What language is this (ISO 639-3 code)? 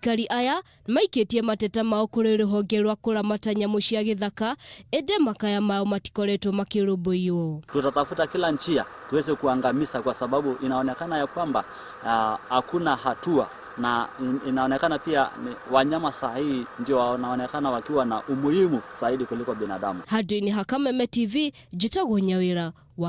kik